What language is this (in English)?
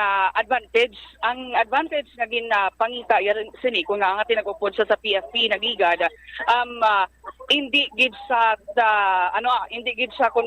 Hiligaynon